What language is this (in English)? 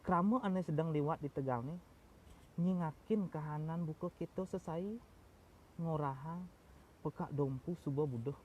Balinese